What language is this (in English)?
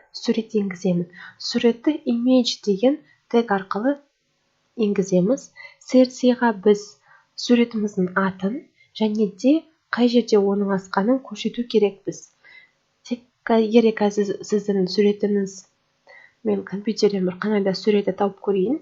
Kazakh